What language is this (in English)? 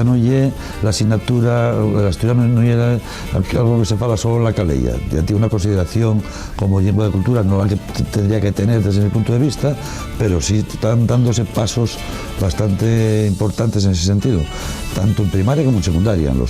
Asturian